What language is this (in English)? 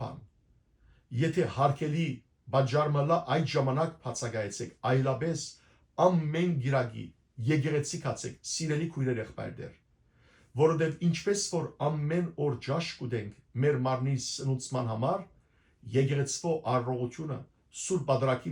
Western Armenian